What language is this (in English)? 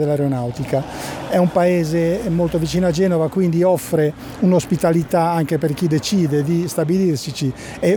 Italian